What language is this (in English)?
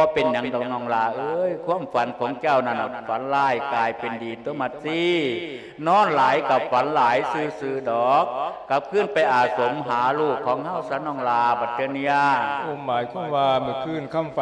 Lao